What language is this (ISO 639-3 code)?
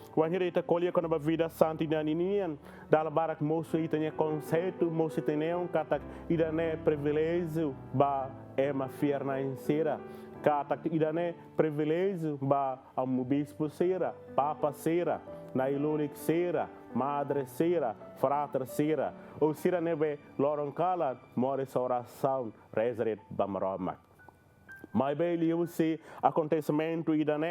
tet